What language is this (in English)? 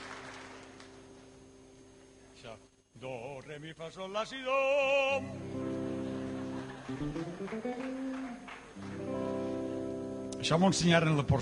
Catalan